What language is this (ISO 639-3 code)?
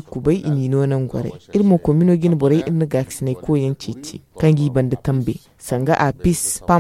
dje